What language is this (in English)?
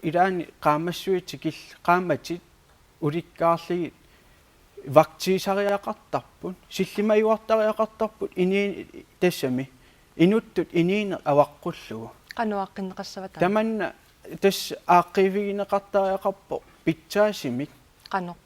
Kalaallisut